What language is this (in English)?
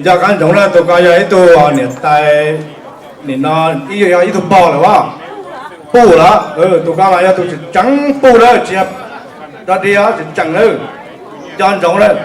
Hmong